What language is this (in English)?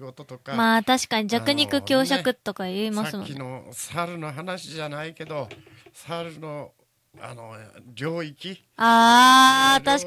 Japanese